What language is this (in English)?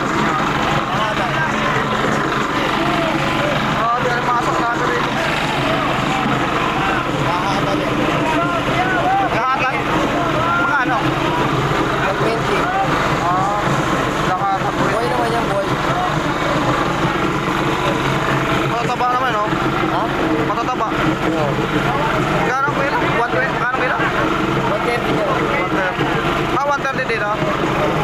Filipino